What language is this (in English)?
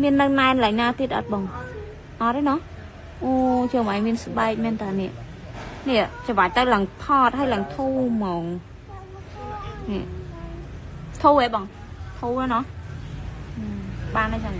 Khmer